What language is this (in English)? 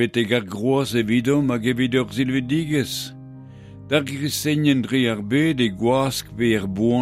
Breton